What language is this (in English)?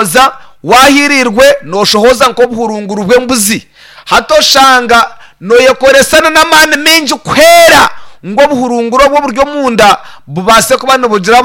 Nyankole